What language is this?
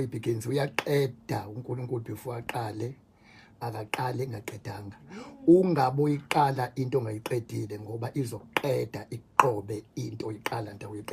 Zulu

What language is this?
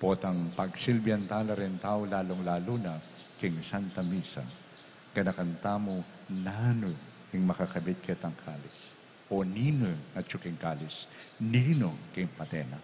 Pampanga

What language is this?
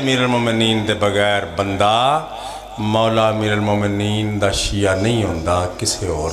Pahari-Potwari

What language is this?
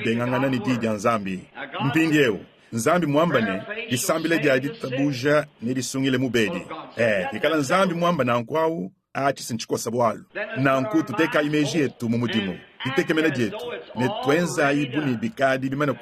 Luba-Lulua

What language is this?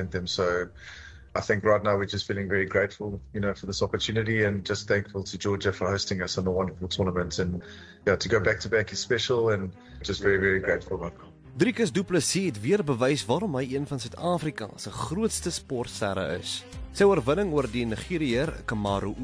Afrikaans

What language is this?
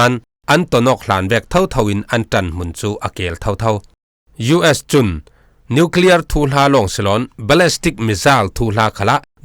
Falam Chin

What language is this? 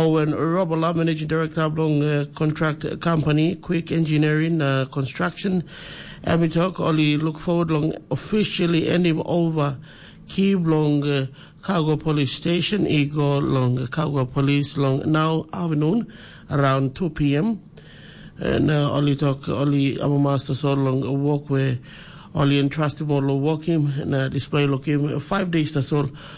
Tok Pisin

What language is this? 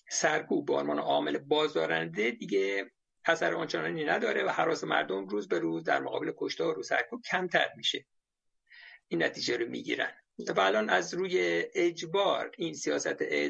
Persian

